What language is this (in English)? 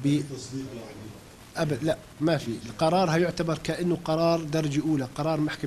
North Levantine Arabic